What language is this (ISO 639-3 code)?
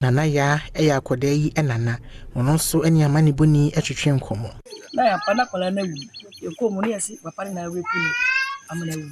aka